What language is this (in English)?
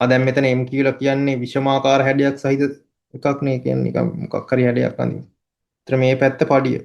Sinhala